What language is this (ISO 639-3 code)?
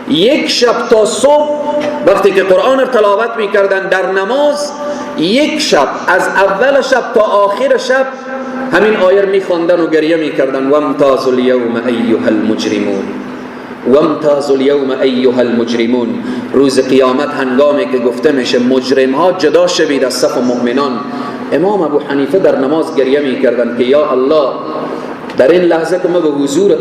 fas